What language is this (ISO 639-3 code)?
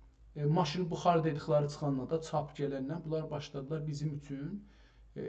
azb